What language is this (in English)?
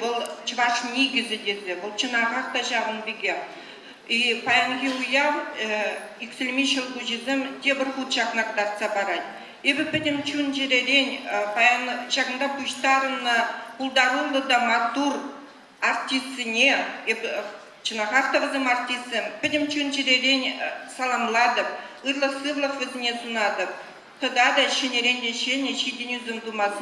Chuvash